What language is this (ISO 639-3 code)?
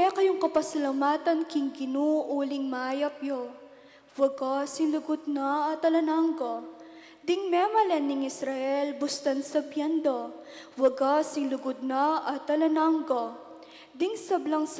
pam